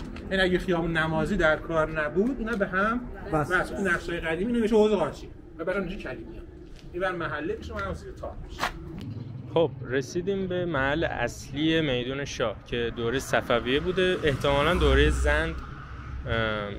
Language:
Persian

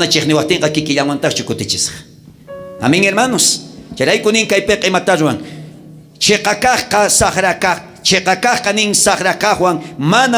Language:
South Bolivian Quechua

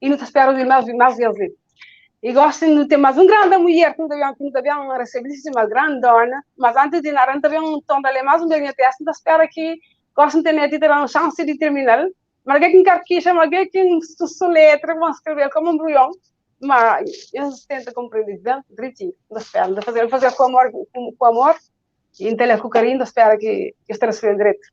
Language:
Kabuverdianu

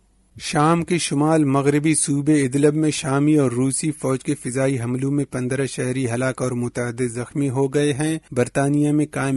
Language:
Urdu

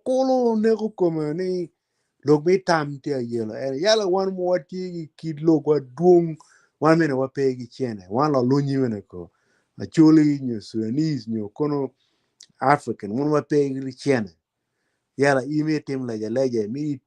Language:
Acoli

